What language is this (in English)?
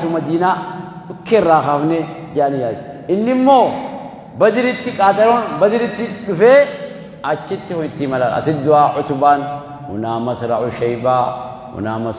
Oromo